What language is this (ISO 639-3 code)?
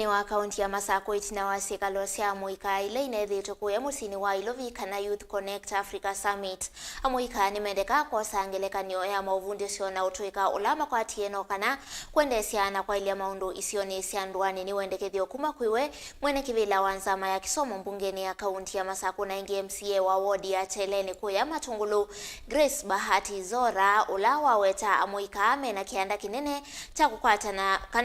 kam